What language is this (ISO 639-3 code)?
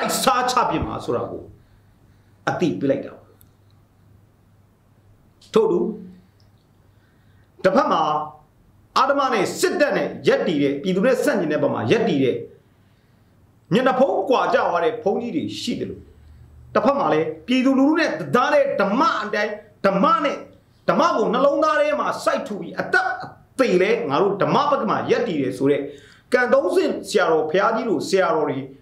mya